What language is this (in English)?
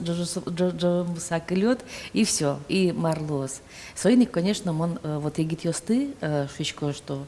Udmurt